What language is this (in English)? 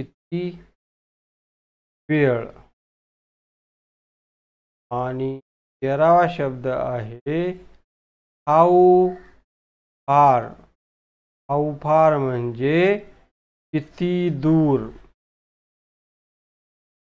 Marathi